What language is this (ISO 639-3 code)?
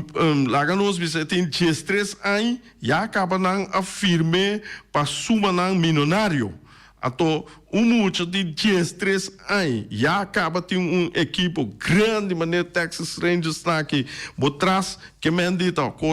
pap